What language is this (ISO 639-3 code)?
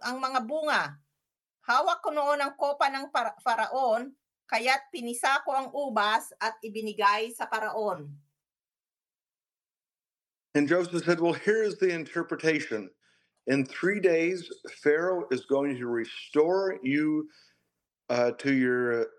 fil